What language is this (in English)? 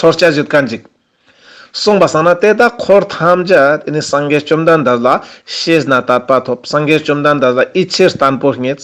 Ladakhi